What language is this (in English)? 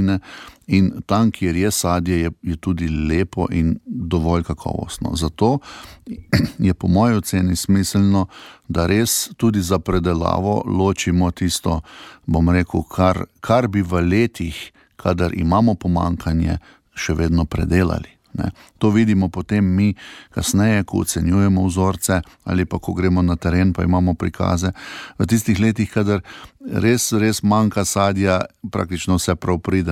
Slovenian